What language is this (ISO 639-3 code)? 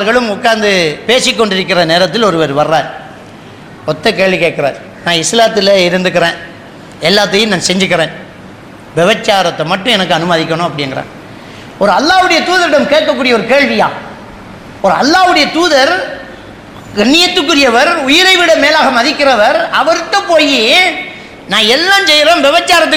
tam